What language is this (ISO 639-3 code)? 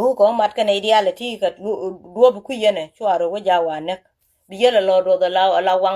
nus